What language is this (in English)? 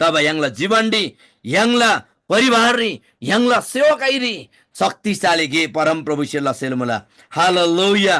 Eastern Tamang